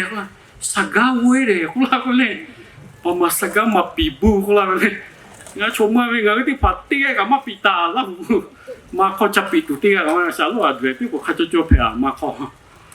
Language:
Lahu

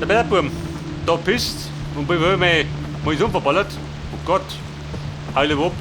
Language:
Bavarian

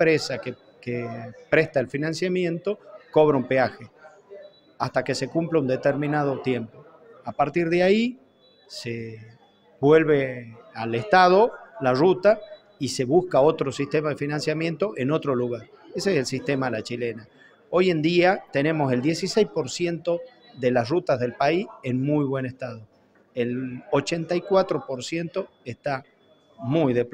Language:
Spanish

